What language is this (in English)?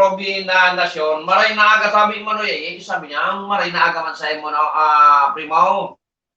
Bikol